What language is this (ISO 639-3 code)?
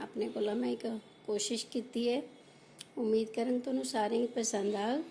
doi